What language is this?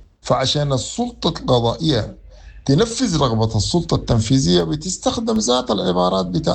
Sudanese Arabic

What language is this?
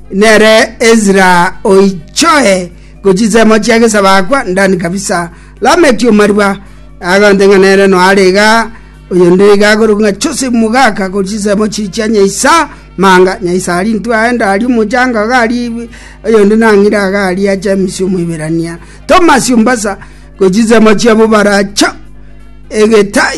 Gusii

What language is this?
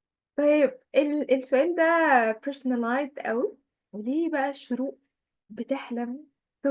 Egyptian Arabic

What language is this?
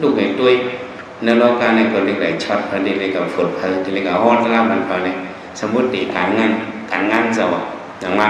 Shan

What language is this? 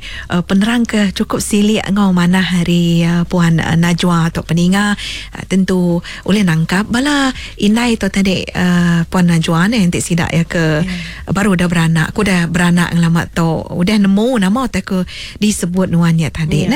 Iban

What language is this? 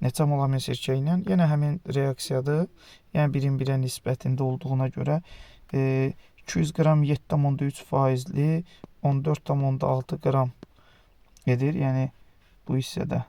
Azerbaijani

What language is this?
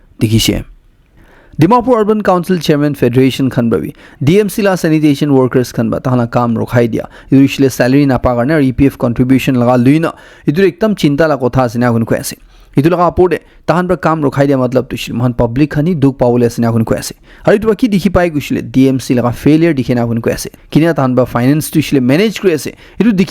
Naga Pidgin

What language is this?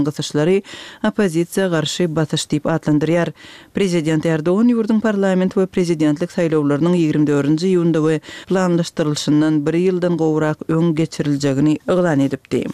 Turkmen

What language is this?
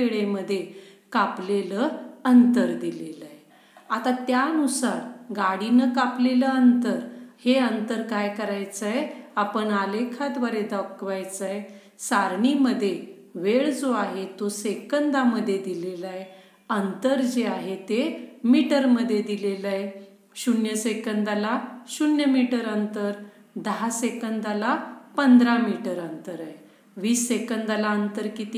Marathi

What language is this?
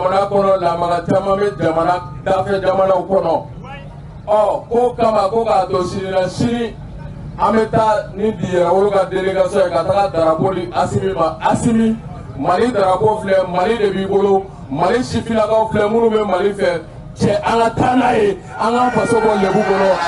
Bambara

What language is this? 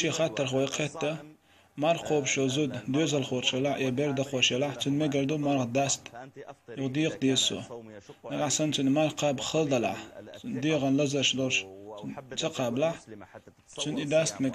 Chechen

